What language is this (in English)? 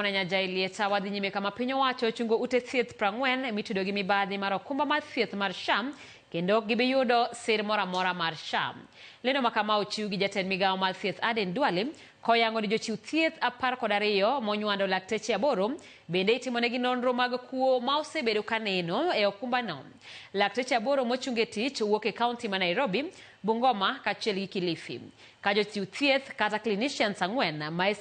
Luo (Kenya and Tanzania)